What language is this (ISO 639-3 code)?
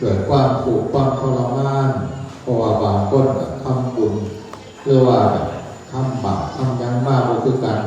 tts